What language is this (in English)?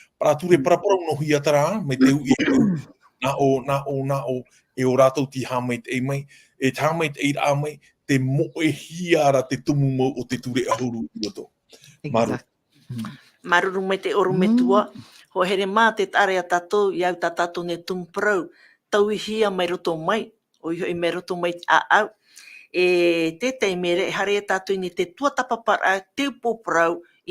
Tahitian